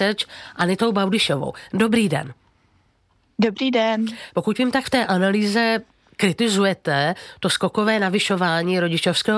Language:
Czech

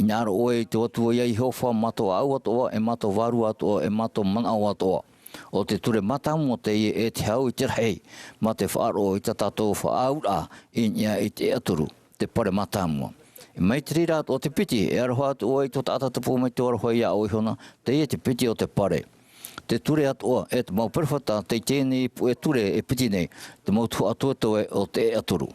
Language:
Tahitian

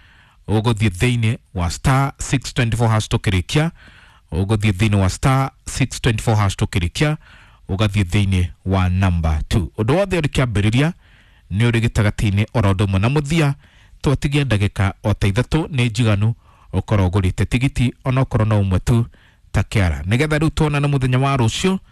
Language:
Kikuyu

